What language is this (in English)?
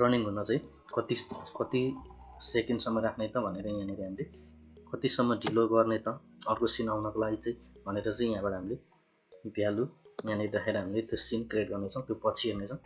Nepali